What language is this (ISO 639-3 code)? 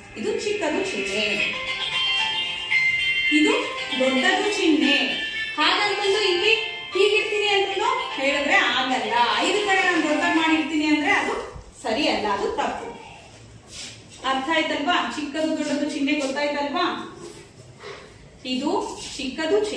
kan